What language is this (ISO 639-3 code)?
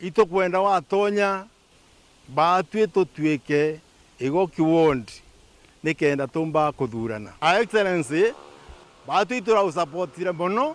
mer